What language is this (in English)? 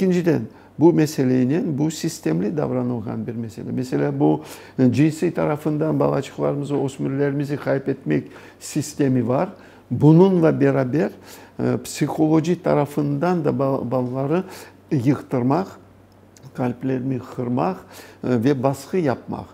Crimean Tatar